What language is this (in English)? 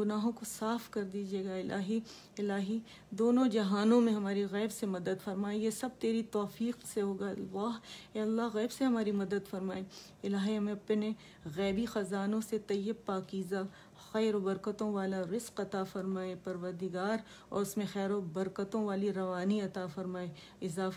Urdu